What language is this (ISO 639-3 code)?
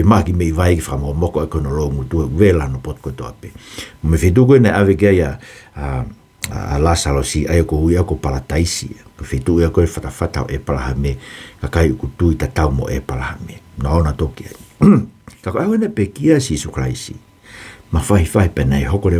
ton